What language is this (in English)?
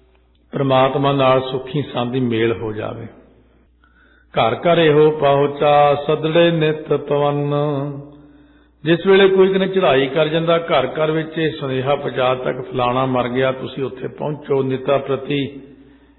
Punjabi